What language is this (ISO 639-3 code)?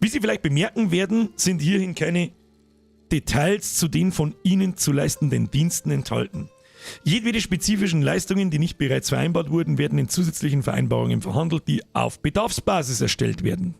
bar